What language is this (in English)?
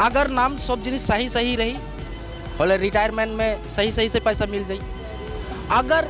Sadri